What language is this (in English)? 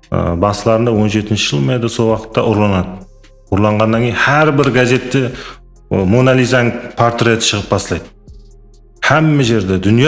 Kara-Kalpak